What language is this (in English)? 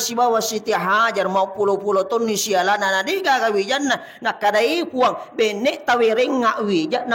Buginese